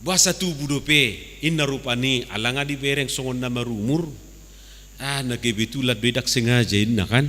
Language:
Batak Toba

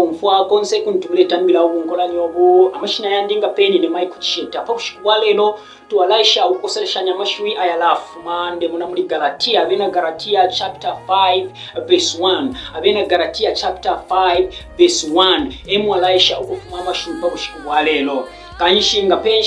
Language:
Bemba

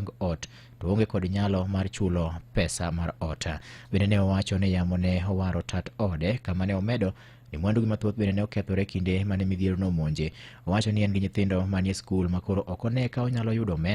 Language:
Luo (Kenya and Tanzania)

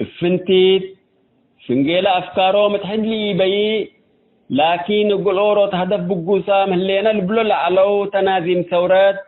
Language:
Tigre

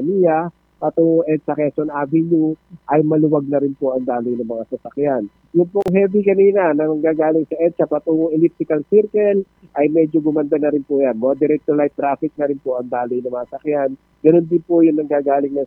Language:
Filipino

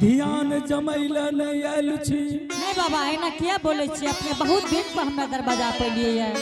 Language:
Angika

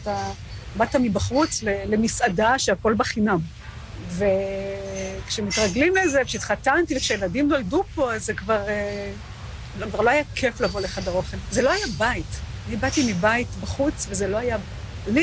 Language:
Hebrew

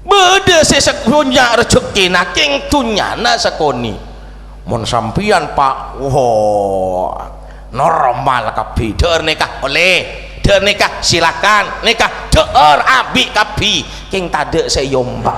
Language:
Madurese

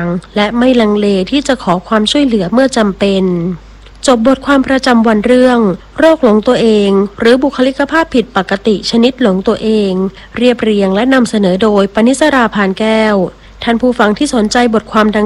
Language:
Thai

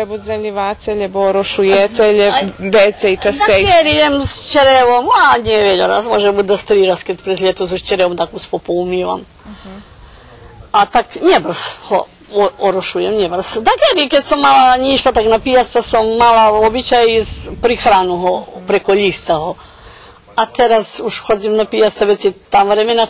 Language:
Rusyn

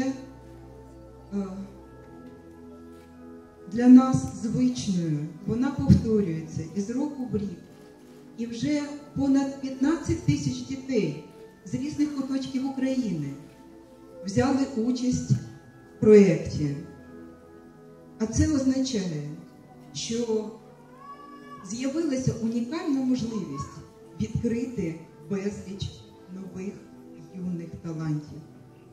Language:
Ukrainian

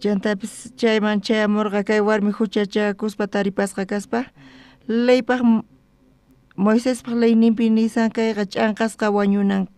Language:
South Bolivian Quechua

